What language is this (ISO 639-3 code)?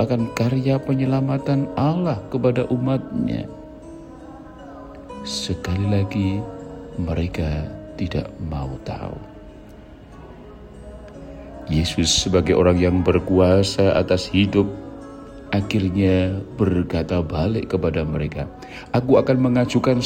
ind